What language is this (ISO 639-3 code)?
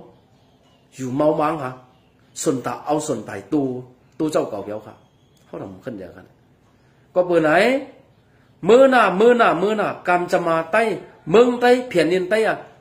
shn